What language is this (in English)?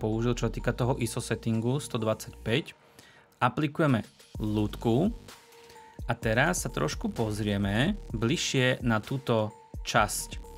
Slovak